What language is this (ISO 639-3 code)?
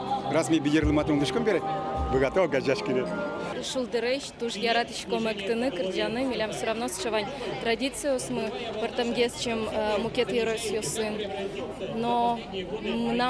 udm